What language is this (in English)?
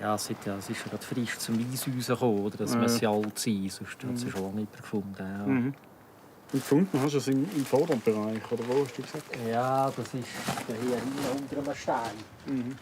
Romansh